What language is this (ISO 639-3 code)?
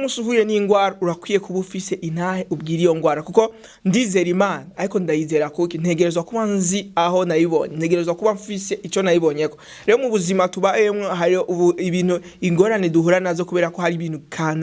run